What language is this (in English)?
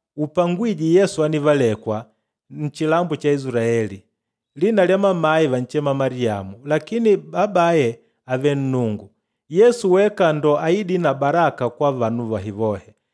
Makonde